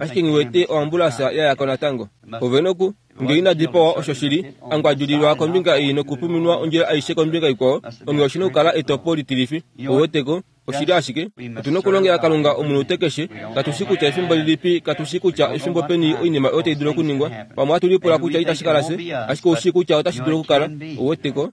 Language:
Kuanyama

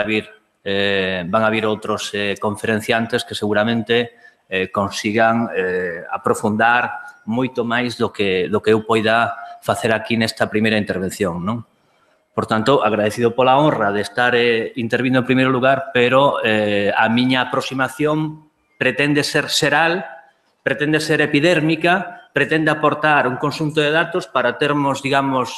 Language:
Galician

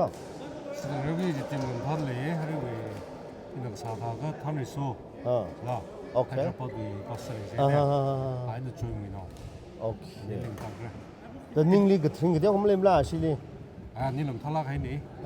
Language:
Tangkhul Naga (India)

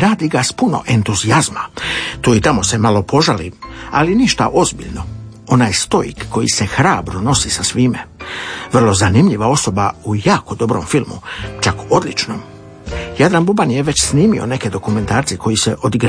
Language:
Croatian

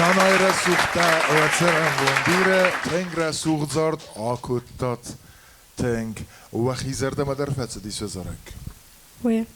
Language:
Ossetic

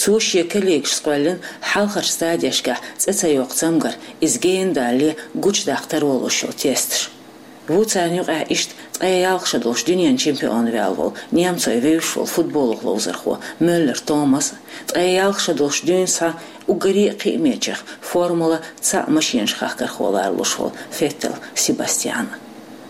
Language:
Chechen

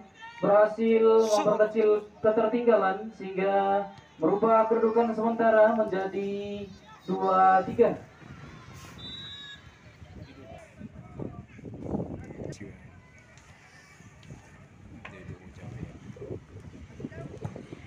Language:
Indonesian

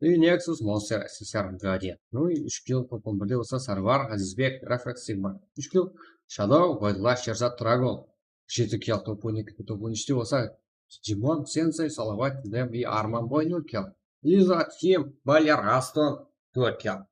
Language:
Kara-Kalpak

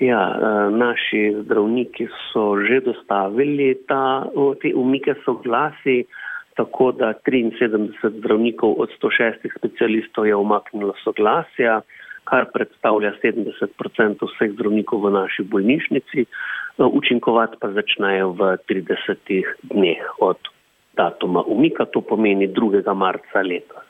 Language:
Slovenian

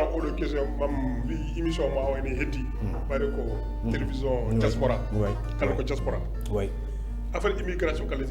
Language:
Fula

